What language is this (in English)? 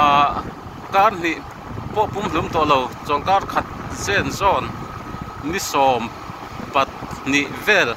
Mizo